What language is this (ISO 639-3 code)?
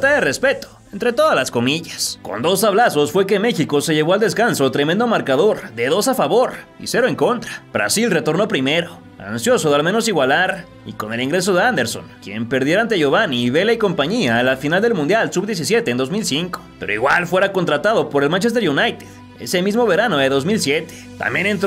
spa